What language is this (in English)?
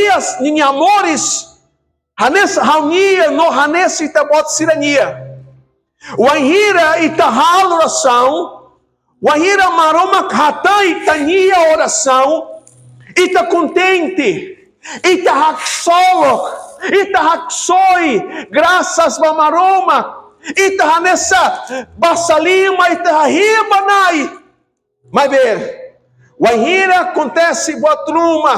Tetum